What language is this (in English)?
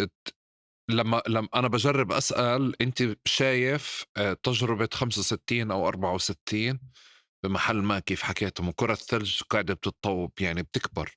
North Levantine Arabic